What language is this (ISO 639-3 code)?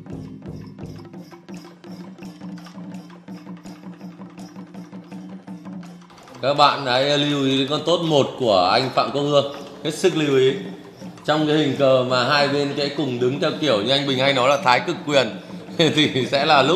vie